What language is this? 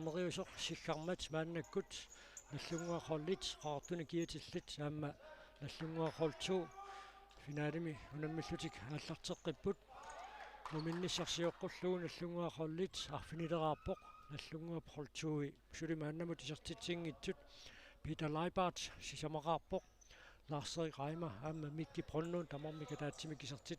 Kalaallisut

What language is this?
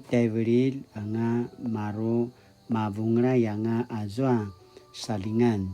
Paiwan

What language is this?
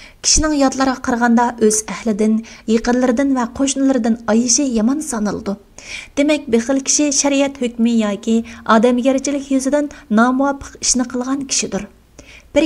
Uyghur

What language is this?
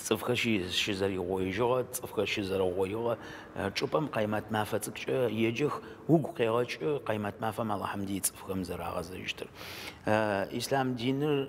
Adyghe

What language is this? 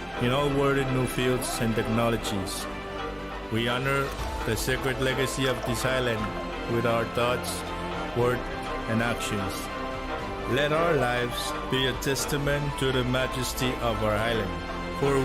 Pohnpeian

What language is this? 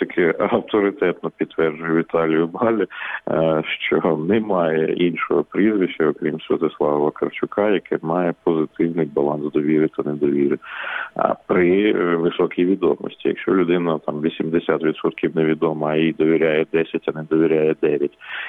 Ukrainian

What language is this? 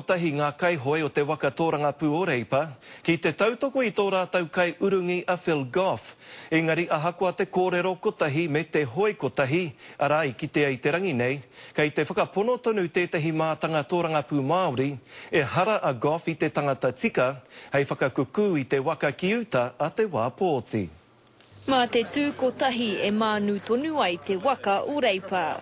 Māori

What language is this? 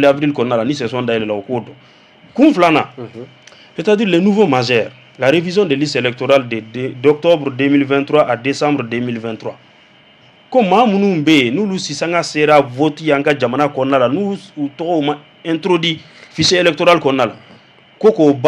Bambara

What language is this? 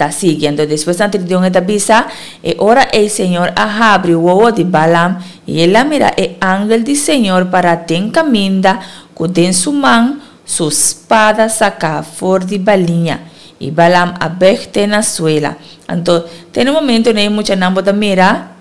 Papiamento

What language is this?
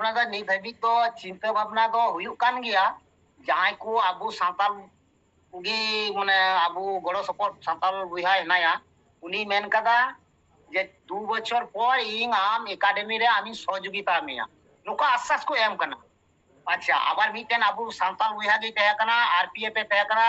Santali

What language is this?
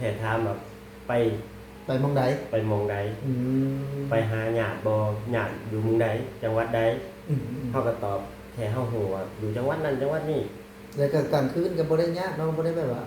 Lao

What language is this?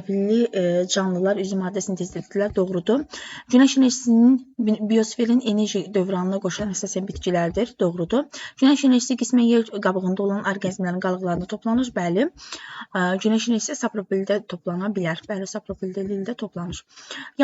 Azerbaijani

